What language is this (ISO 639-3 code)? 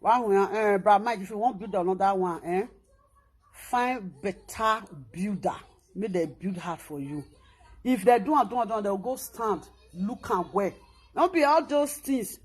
pcm